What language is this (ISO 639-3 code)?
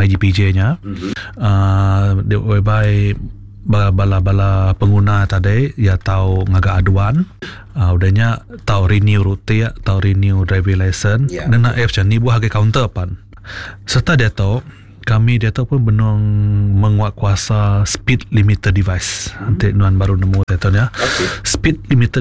iba